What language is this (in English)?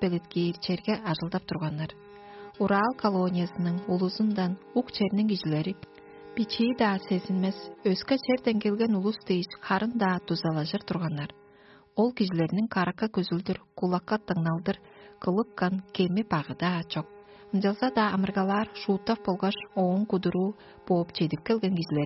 Tuvinian